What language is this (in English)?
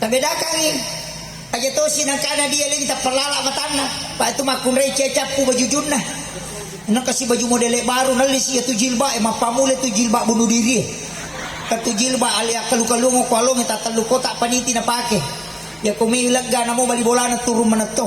Buginese